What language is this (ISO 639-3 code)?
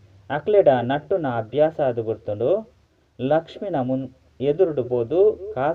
tcy